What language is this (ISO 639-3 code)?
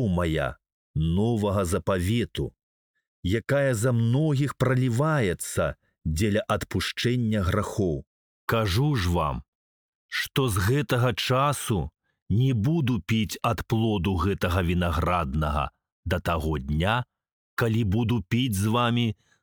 bel